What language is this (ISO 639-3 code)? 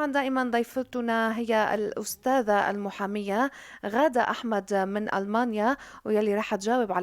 apc